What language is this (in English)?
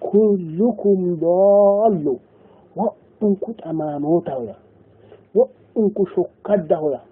Sidamo